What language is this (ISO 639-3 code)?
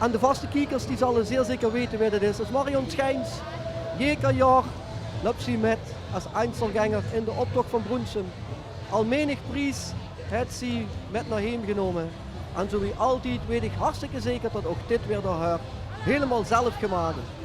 lim